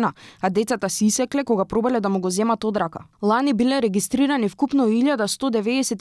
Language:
Macedonian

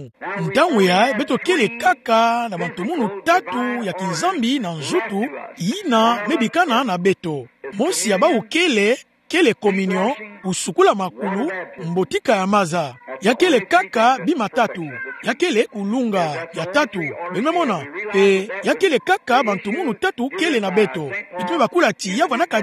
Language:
Kituba (Democratic Republic of Congo)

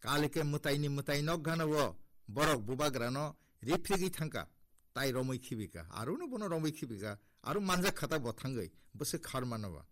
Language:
Kok Borok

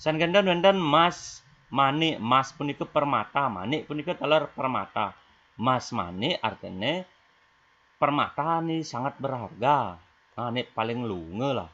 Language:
Balinese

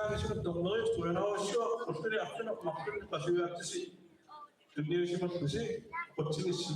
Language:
Kalaallisut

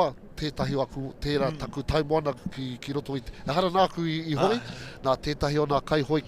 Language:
Māori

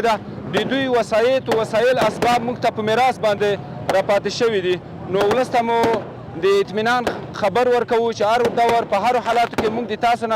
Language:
Pashto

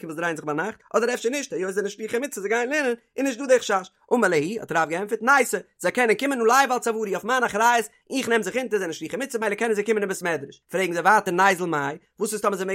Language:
Yiddish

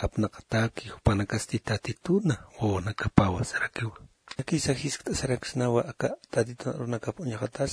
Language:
Aymara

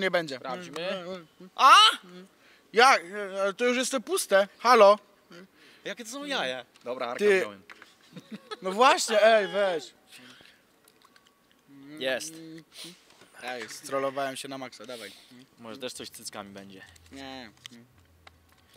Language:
Polish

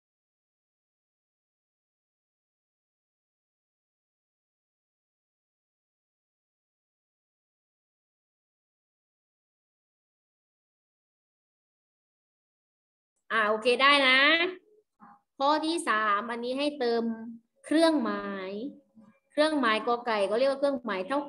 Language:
Thai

